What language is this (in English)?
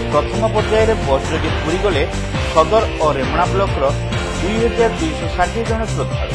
Odia